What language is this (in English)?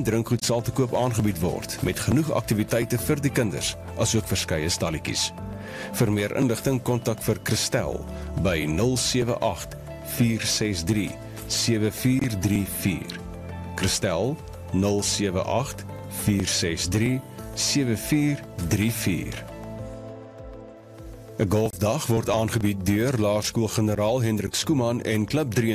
Afrikaans